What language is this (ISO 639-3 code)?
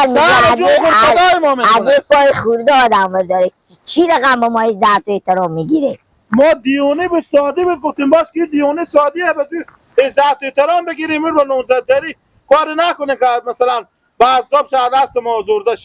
fas